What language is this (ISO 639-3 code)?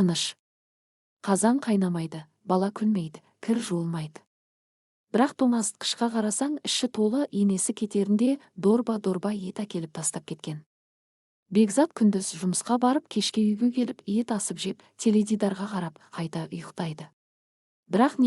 kaz